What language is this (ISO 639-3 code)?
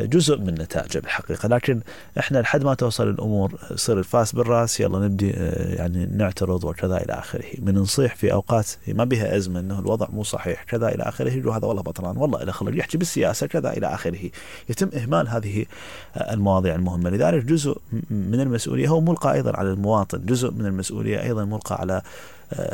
acm